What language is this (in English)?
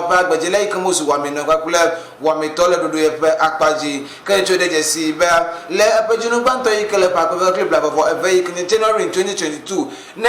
Ewe